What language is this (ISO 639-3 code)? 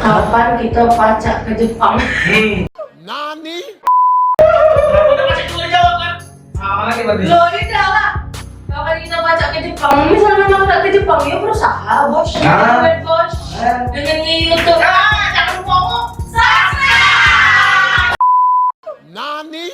mui